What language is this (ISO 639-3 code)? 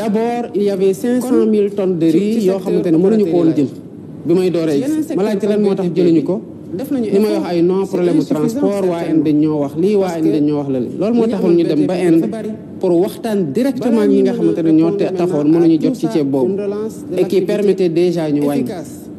wol